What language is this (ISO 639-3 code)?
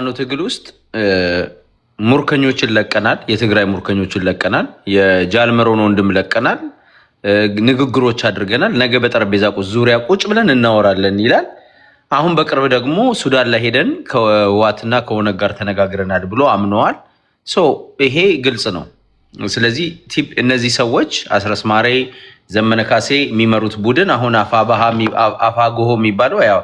amh